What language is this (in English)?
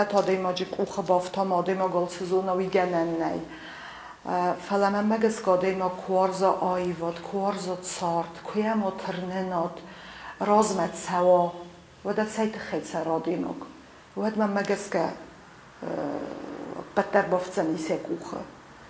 Ossetic